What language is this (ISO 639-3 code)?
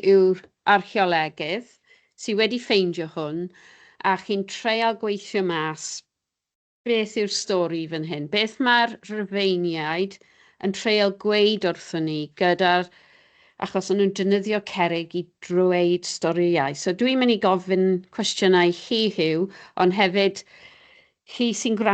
cym